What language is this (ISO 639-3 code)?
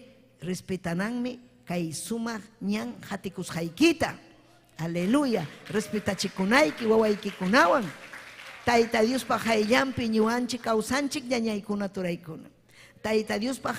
quy